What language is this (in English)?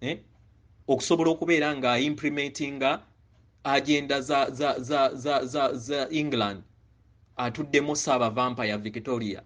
Ganda